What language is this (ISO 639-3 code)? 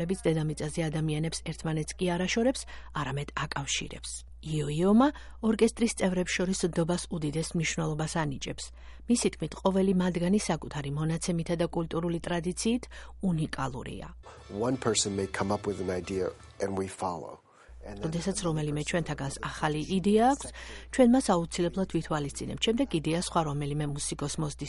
kat